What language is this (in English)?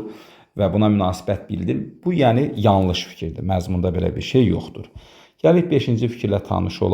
Azerbaijani